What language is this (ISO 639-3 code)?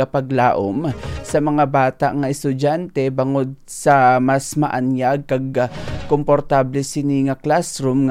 hil